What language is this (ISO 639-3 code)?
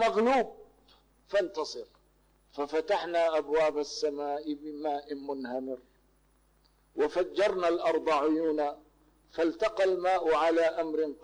ara